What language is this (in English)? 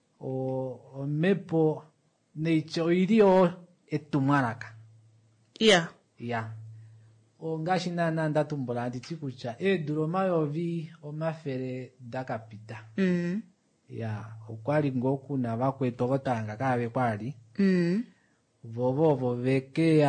Kuanyama